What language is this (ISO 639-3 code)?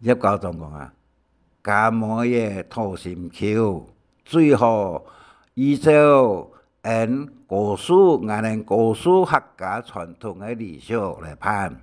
hak